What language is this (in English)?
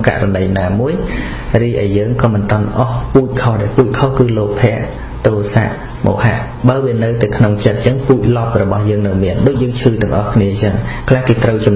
Khmer